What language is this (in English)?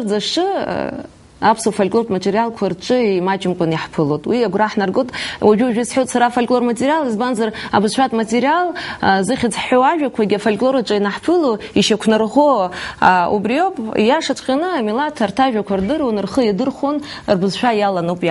Abkhazian